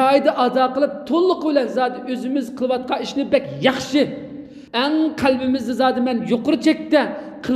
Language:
Uyghur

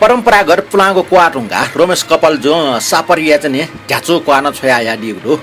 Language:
Newari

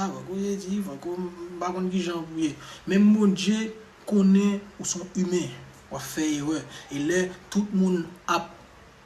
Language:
Haitian Creole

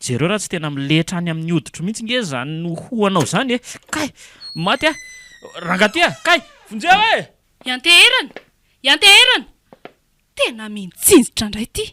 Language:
Malagasy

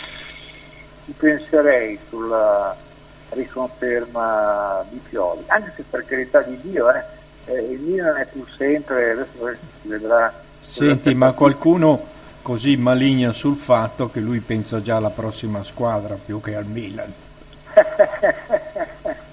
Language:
Italian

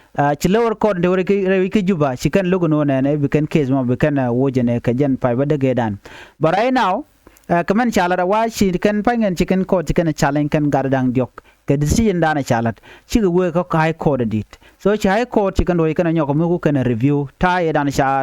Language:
Nuer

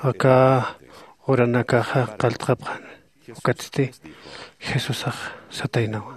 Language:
Aymara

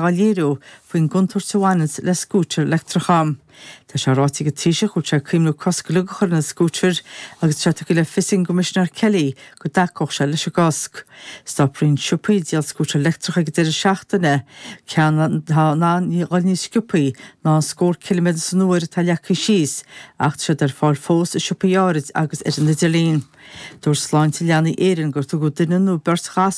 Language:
Irish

